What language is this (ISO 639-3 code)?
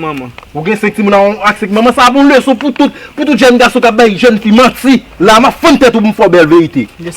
hat